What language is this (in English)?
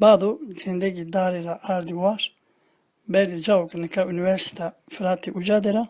Zaza